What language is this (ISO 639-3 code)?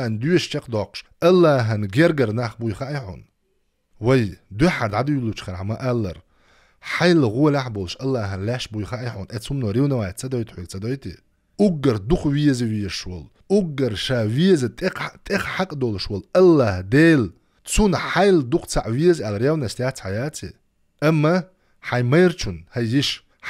che